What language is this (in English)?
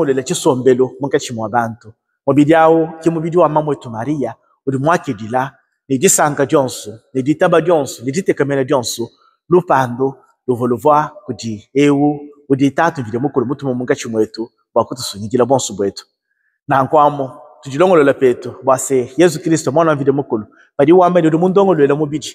Luba-Lulua